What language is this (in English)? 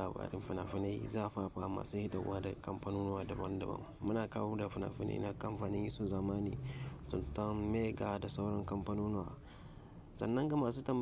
Hausa